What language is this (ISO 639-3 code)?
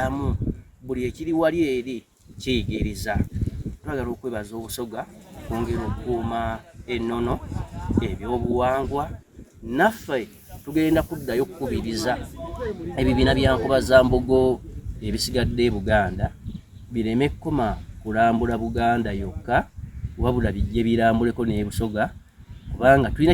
xog